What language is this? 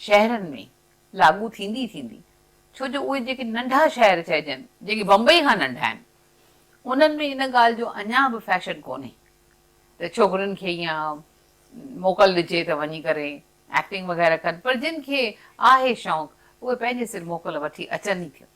Sindhi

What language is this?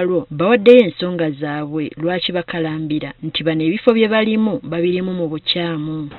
Ganda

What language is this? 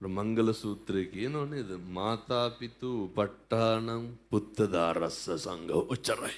Sinhala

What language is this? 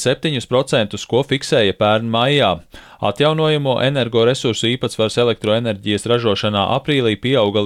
Latvian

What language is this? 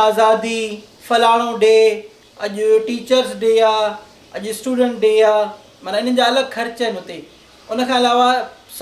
Sindhi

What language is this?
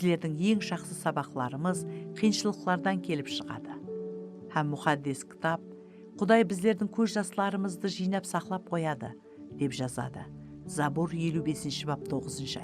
Kara-Kalpak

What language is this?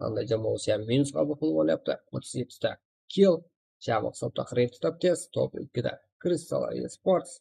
Kara-Kalpak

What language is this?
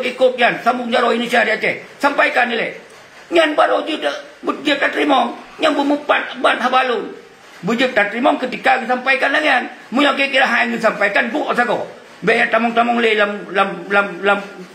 Achinese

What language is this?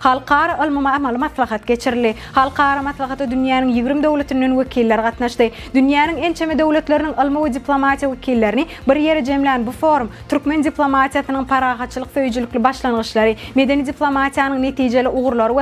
Turkmen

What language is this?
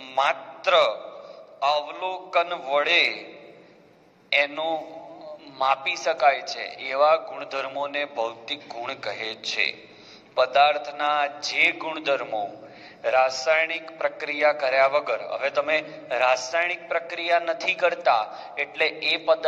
Gujarati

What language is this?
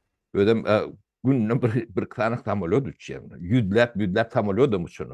Turkmen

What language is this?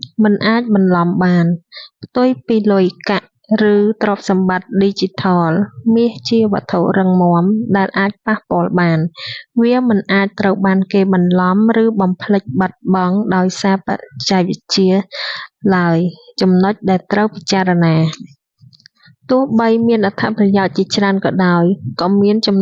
Khmer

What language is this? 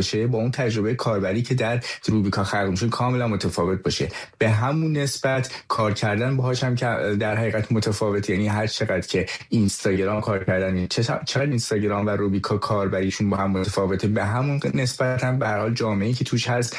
Persian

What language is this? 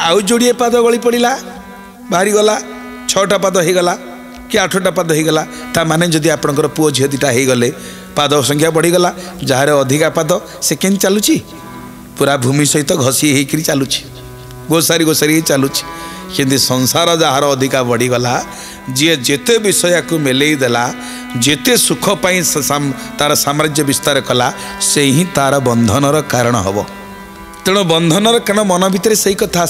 Odia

